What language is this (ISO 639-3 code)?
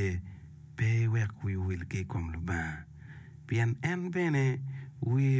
ach